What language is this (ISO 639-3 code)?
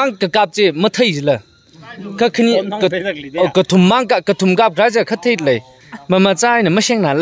nmf